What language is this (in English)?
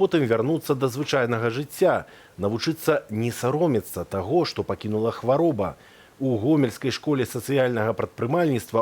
Belarusian